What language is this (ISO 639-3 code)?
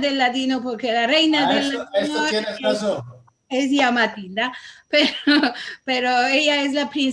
lad